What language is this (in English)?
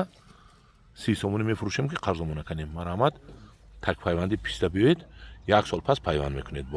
Tajik